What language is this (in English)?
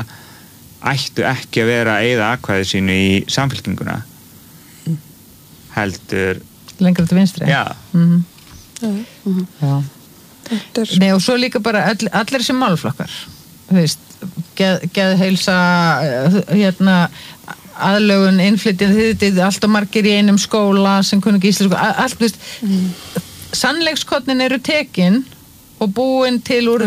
Icelandic